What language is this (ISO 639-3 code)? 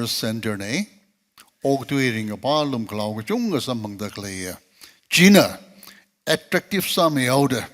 nmf